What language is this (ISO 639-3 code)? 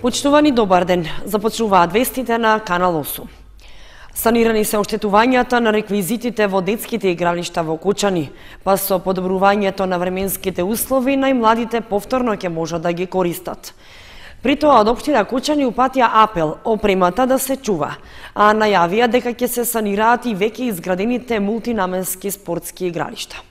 mkd